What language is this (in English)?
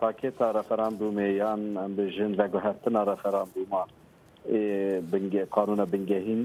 Kurdish